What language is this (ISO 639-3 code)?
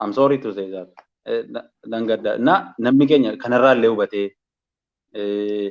orm